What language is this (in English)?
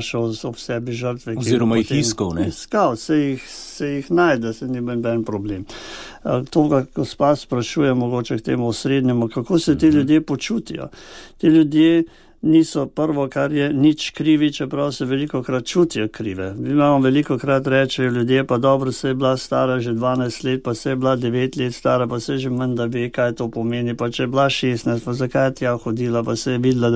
Slovenian